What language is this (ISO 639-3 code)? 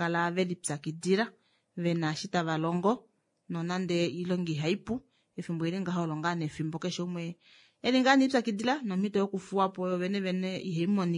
kua